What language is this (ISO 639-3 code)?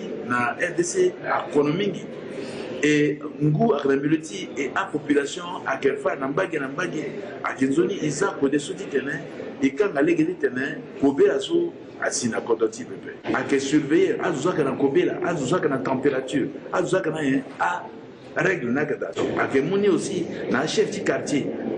sag